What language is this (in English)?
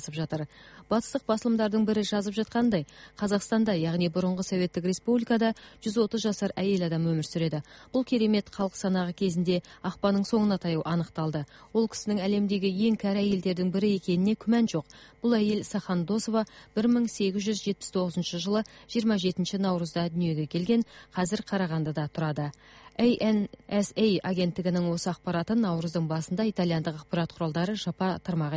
Kazakh